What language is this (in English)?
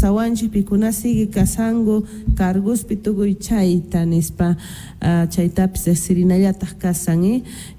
Quechua